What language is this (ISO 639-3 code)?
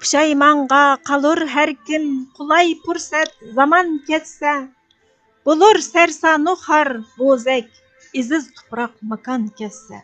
uig